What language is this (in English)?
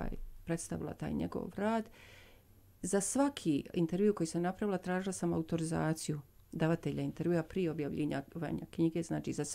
Bosnian